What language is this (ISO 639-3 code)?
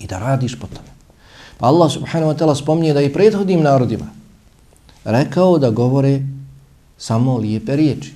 bos